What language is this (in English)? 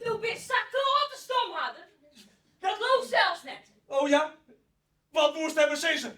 Western Frisian